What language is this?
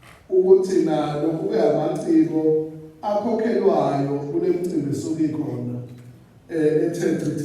Zulu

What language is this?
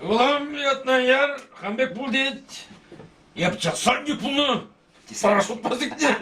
Chuvash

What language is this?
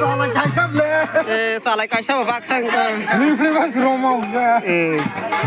Kok Borok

